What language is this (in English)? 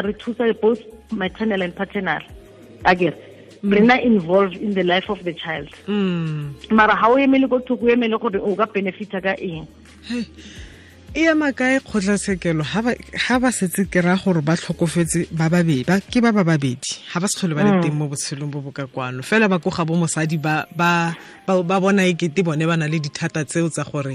Tswana